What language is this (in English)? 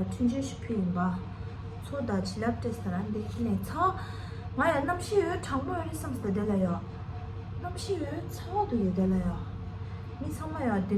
Tibetan